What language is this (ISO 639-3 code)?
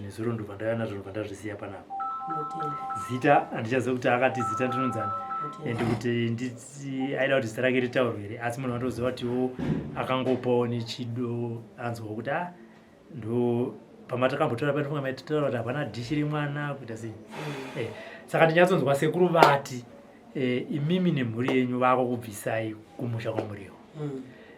sna